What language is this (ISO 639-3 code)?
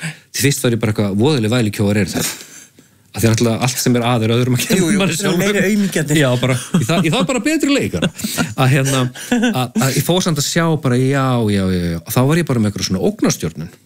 isl